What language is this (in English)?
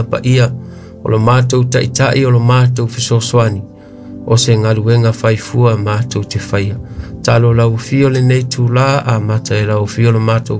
Samoan